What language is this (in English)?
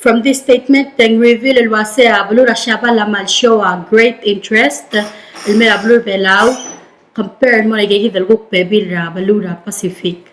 Palauan